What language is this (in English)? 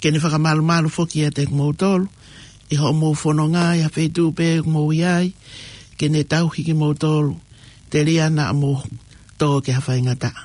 Tongan